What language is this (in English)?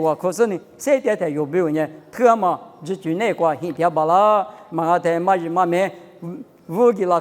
Lisu